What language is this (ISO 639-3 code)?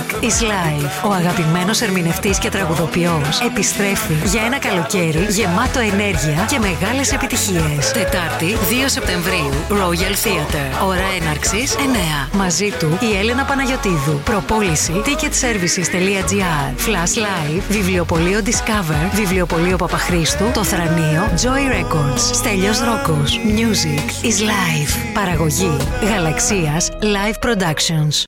ell